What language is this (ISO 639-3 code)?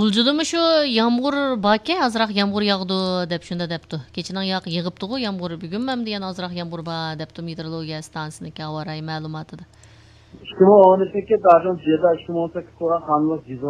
uig